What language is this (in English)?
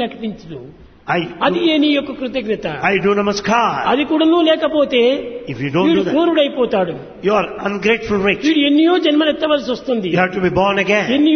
Telugu